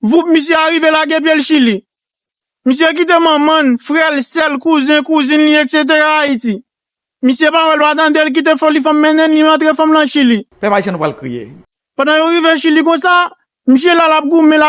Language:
Haitian Creole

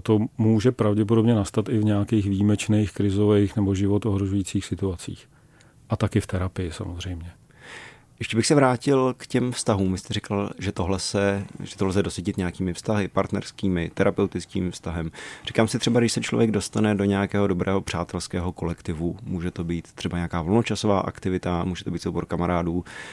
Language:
Czech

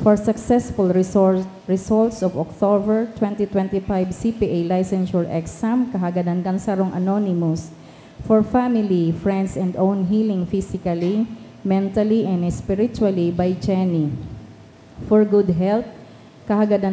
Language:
Bikol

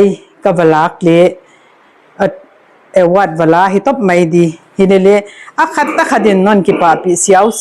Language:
Paite Chin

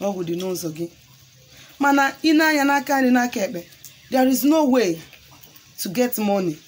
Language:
Igbo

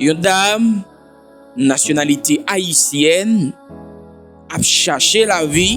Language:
Haitian Creole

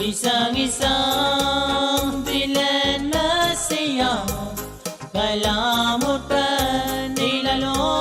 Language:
Pohnpeian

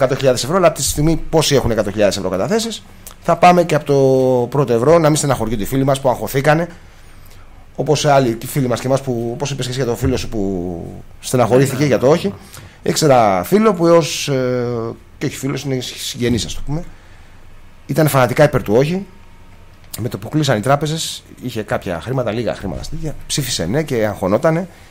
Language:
Greek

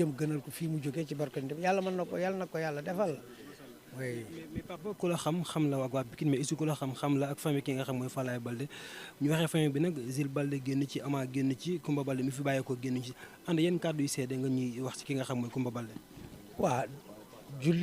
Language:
Wolof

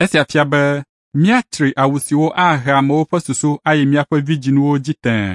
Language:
Ewe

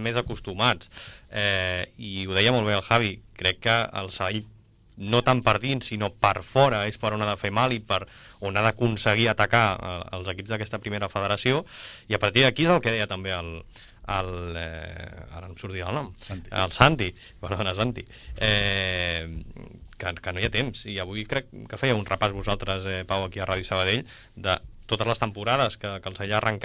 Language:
Catalan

